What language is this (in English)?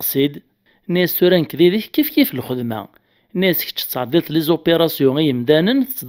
Kabyle